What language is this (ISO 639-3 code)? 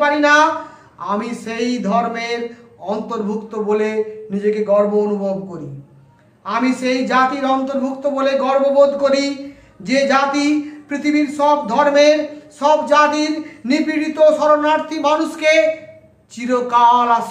ben